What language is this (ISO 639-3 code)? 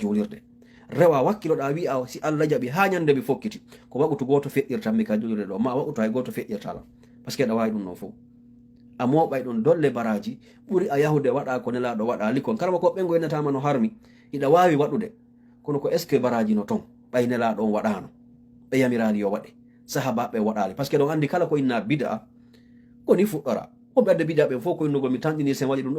ful